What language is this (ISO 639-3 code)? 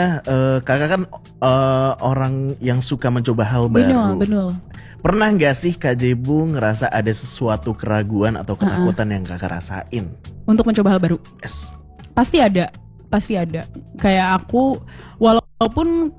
ind